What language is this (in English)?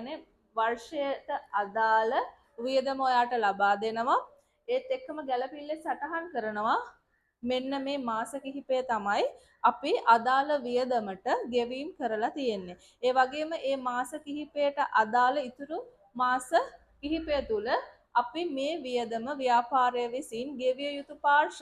Sinhala